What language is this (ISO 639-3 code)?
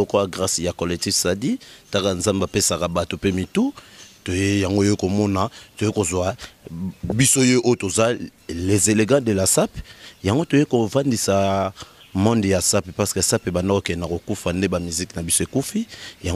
lin